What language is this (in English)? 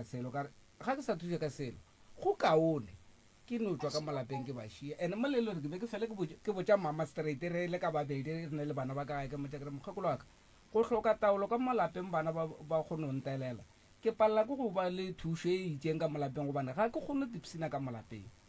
Northern Sotho